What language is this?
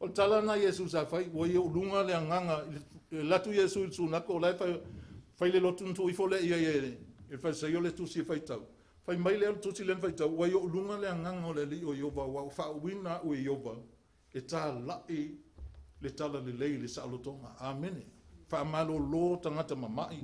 Samoan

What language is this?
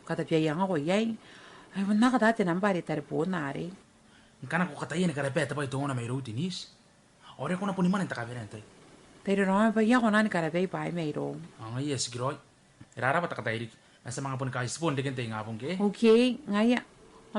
Gilbertese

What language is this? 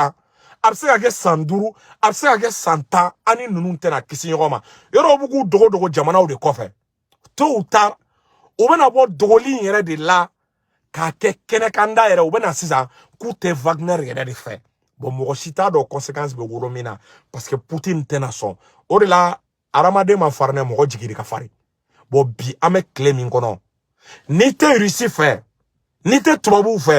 Bambara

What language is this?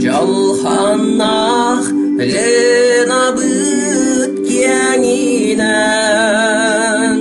Yakut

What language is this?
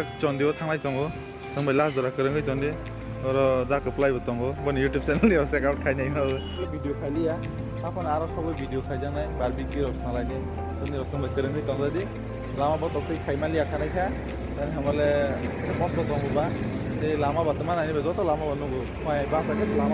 Kok Borok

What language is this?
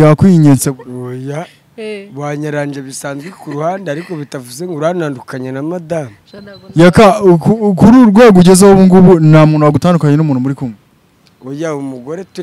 Kinyarwanda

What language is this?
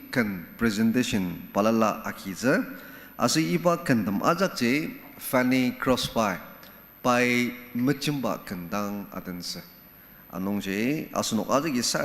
Ao Naga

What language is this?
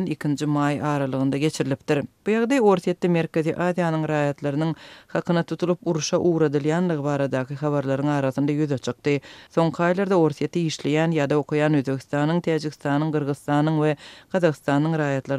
Turkmen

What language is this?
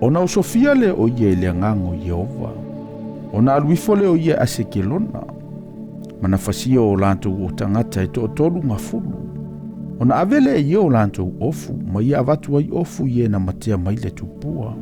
Samoan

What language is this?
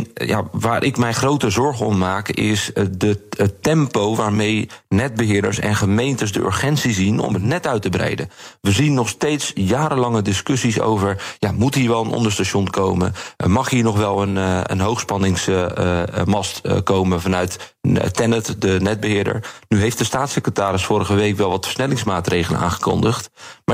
Dutch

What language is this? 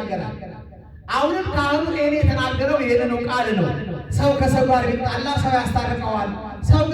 Amharic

